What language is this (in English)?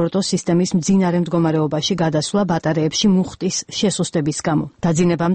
Georgian